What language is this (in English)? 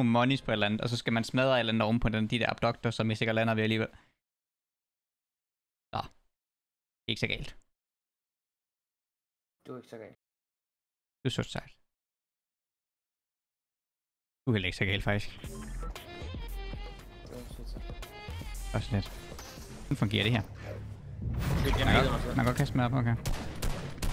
Danish